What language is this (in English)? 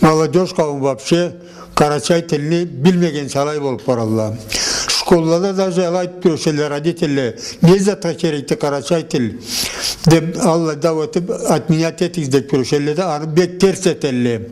Karachay-Balkar